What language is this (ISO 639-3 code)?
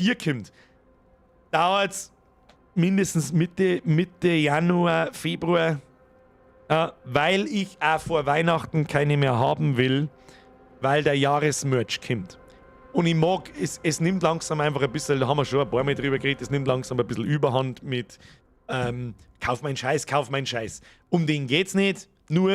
bar